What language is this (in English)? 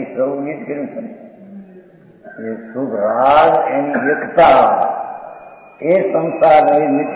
Gujarati